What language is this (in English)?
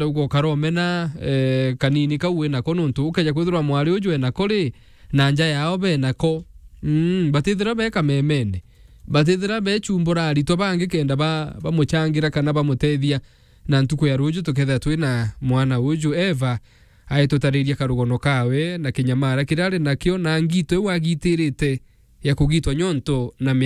Meru